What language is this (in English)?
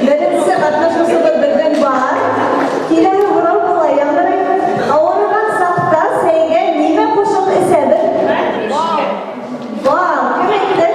Bashkir